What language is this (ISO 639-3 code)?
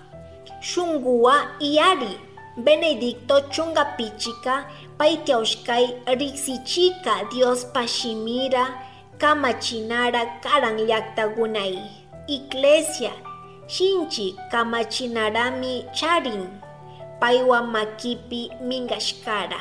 qug